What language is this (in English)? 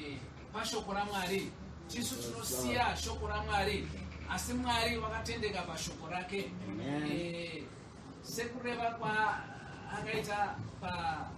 Shona